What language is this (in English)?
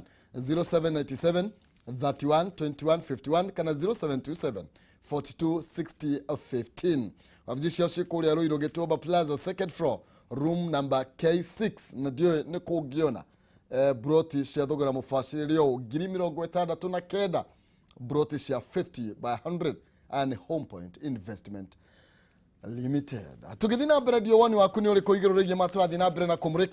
Kikuyu